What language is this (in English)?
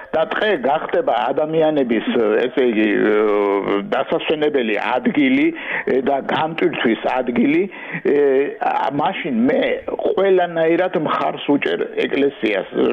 Georgian